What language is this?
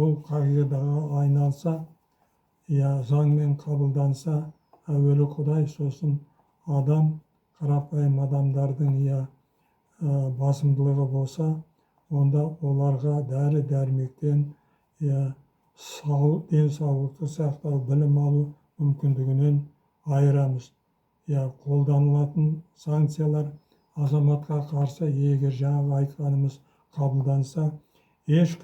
Kazakh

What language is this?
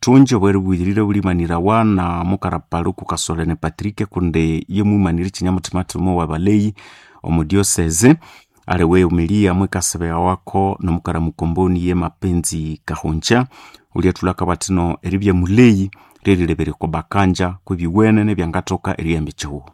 Nande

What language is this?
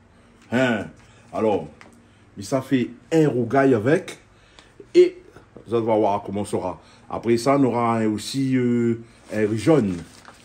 Réunion Creole French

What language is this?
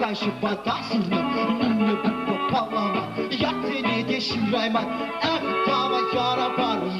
Chuvash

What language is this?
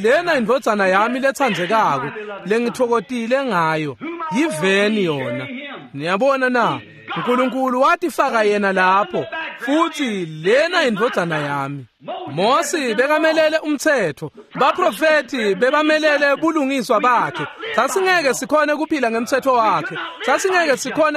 Swati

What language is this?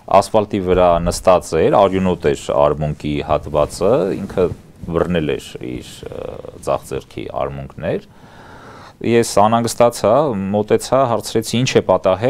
Armenian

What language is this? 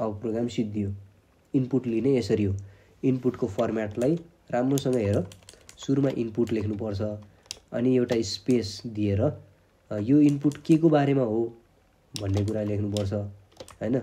Nepali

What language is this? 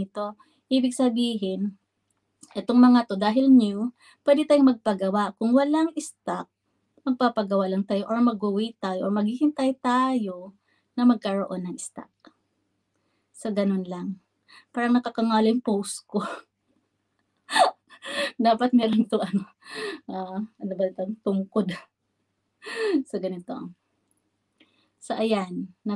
Filipino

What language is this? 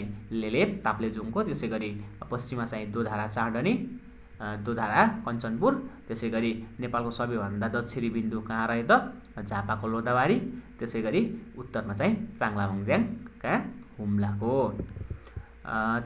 Nepali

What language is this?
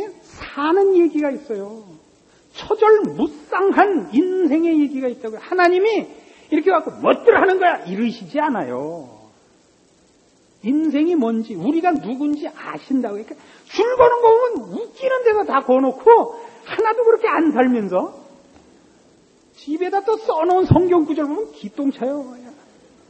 Korean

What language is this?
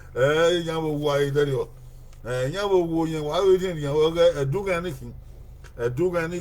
Bini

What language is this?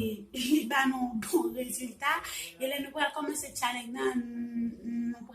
Haitian Creole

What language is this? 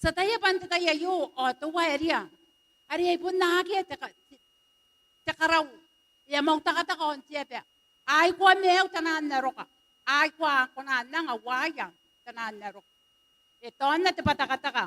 Gilbertese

